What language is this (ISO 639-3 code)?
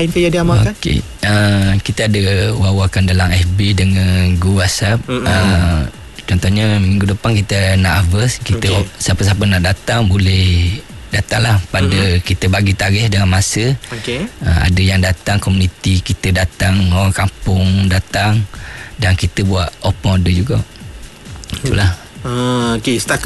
msa